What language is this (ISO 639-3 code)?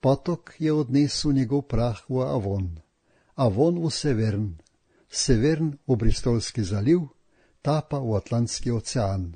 slv